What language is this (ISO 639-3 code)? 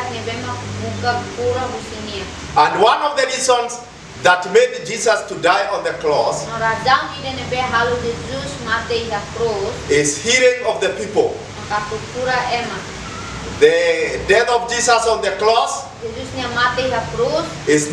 tet